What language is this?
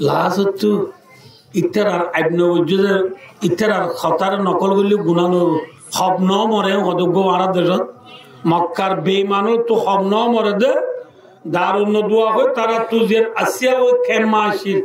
Rohingya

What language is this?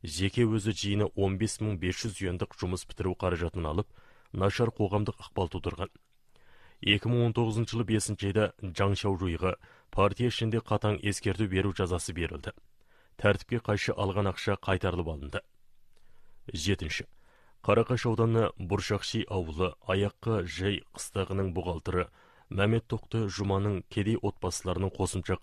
Kazakh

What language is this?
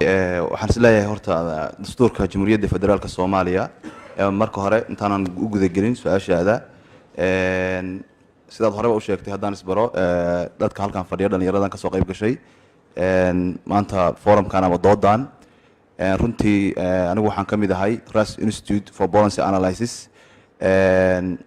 Somali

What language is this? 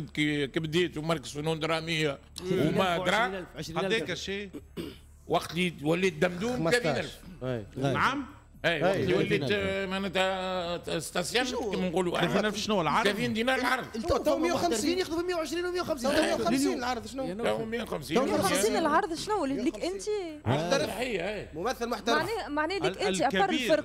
Tunisian Arabic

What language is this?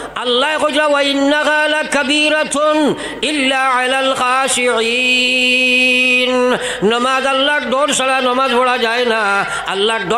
Sylheti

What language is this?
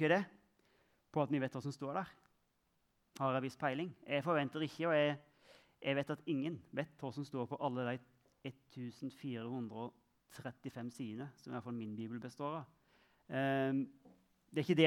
Norwegian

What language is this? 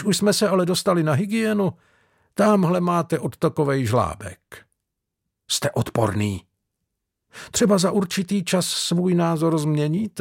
Czech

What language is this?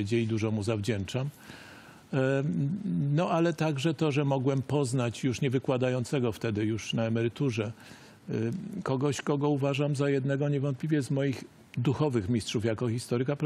Polish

